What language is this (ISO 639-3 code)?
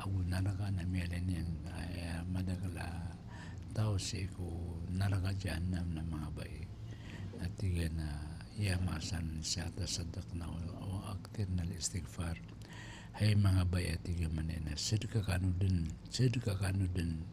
mrw